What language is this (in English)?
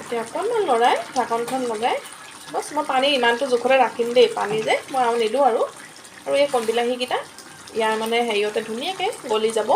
Assamese